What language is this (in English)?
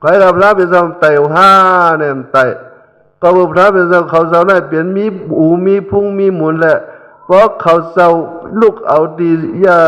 Shan